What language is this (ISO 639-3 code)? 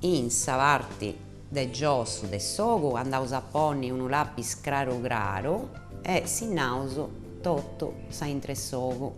srd